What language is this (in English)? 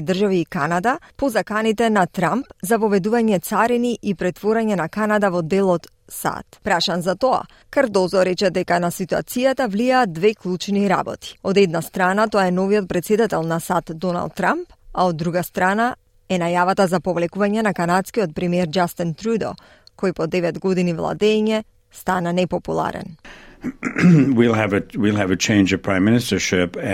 Macedonian